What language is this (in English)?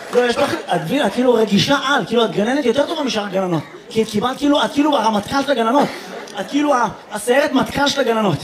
Hebrew